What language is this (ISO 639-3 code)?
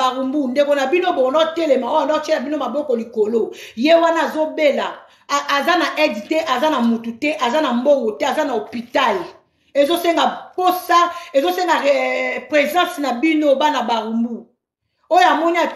lin